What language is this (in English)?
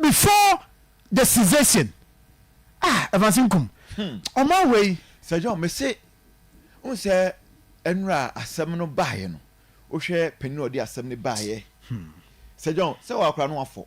Akan